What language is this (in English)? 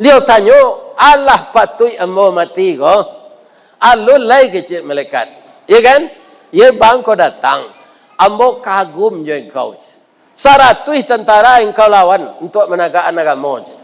Minangkabau